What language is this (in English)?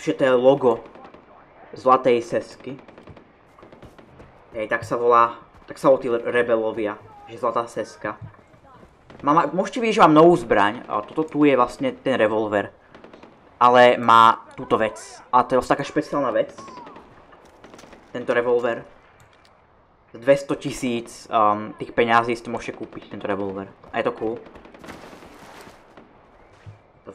Slovak